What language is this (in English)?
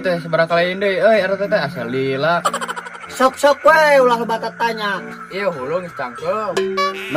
Sundanese